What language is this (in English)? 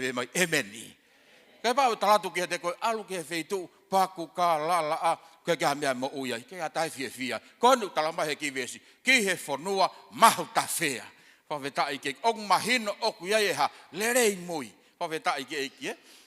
Tongan